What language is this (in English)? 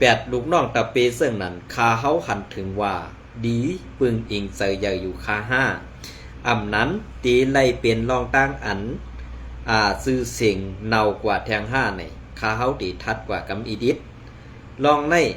Shan